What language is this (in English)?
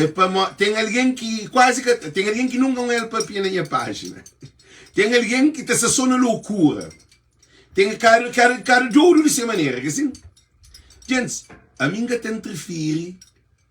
Kabuverdianu